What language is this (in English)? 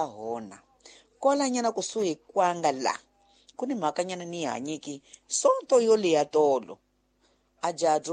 Tsonga